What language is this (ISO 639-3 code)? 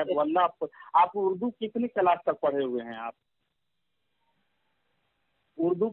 urd